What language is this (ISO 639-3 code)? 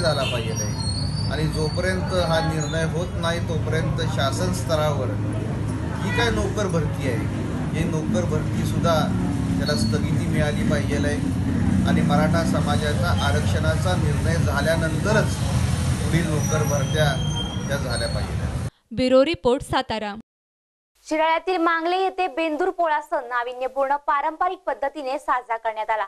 mar